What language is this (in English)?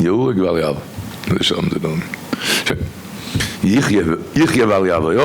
Yiddish